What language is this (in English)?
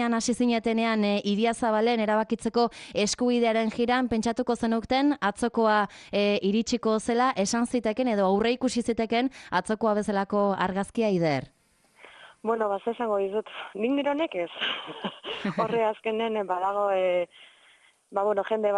Basque